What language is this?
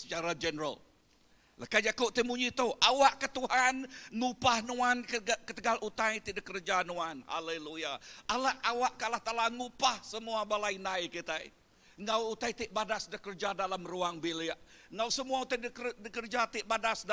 Iban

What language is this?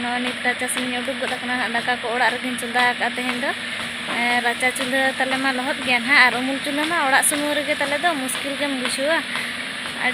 Santali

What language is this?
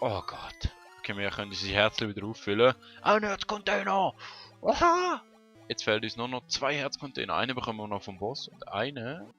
Swiss German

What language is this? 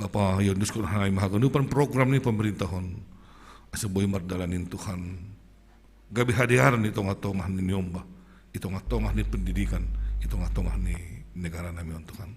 Batak Simalungun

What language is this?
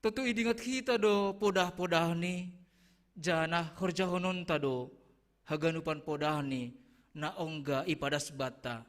Batak Simalungun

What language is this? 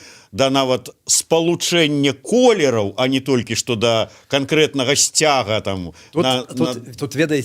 Belarusian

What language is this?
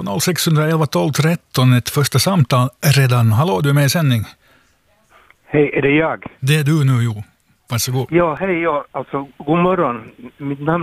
Swedish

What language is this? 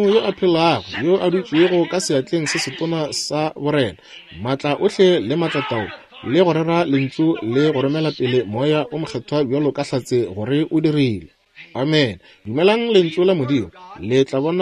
Northern Sotho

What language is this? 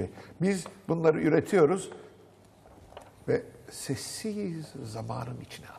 Turkish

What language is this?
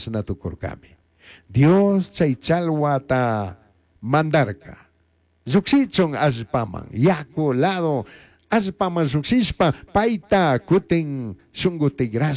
Chimborazo Highland Quichua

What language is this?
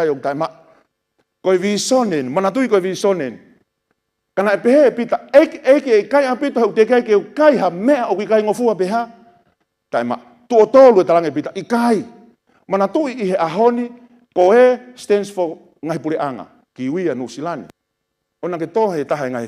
Tongan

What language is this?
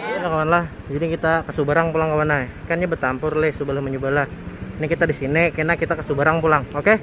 Banjar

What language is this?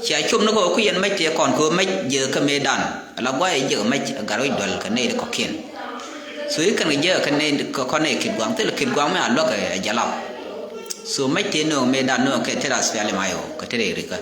Nuer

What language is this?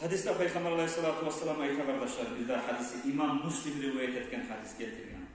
Kumyk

